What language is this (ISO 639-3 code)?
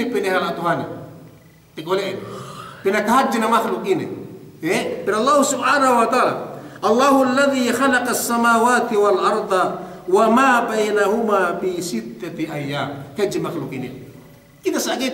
yka